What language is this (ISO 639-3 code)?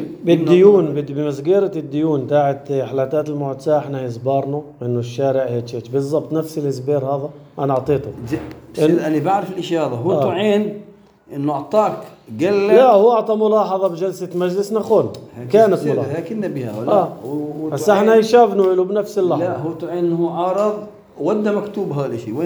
apc